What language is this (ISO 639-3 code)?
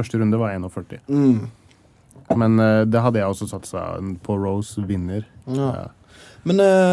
nor